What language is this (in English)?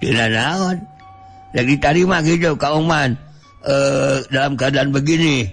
Sundanese